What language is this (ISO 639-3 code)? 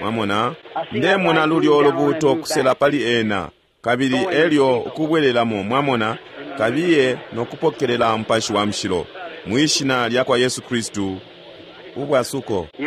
bem